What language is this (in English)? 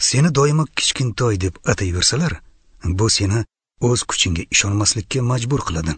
Uzbek